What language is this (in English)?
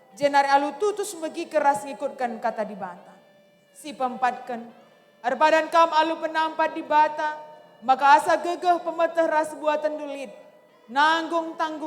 Batak Karo